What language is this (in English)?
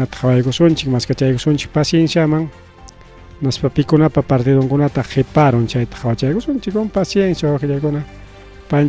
Ayacucho Quechua